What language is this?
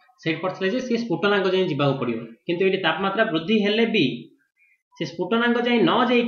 Odia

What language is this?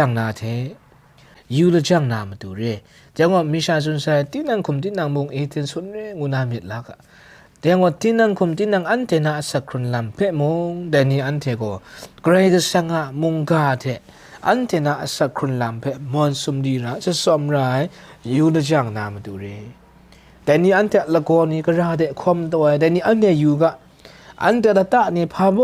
Kachin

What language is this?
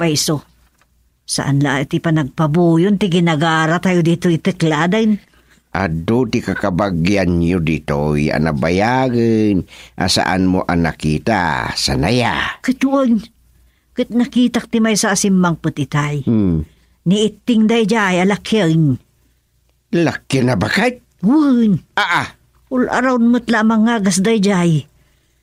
Iloko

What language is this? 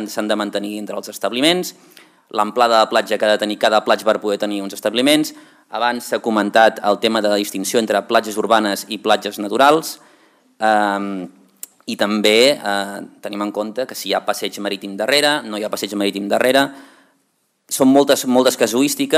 Catalan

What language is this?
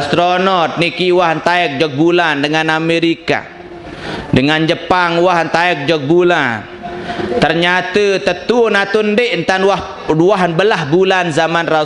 Sasak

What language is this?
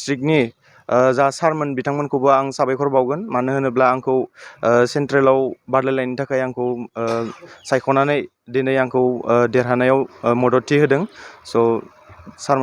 Bodo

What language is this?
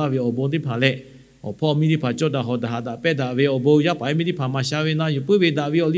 Lahu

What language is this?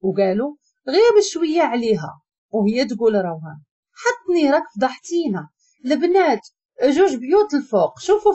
Moroccan Arabic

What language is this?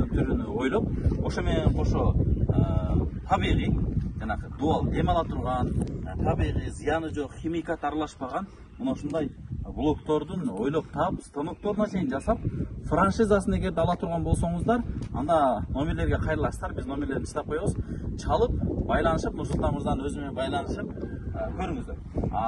Kyrgyz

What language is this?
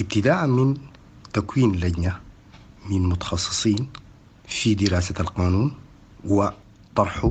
Sudanese Arabic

